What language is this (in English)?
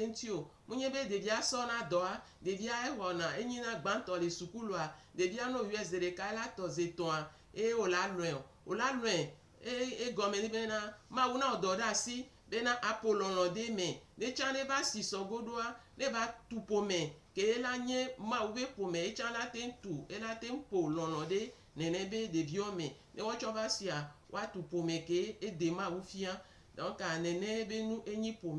Gen